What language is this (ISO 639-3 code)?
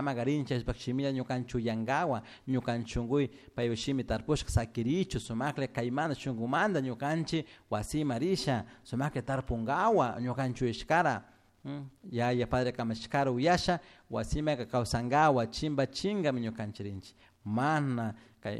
qug